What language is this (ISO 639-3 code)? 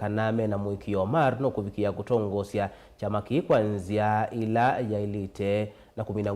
kam